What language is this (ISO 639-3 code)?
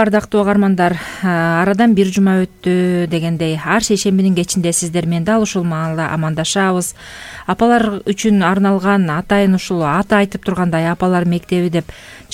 kir